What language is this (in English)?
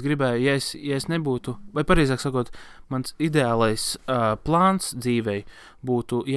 Latvian